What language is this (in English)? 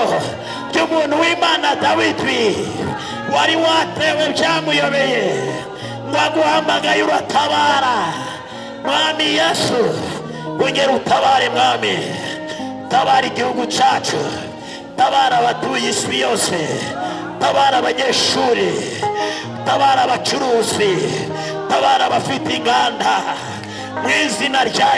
Kinyarwanda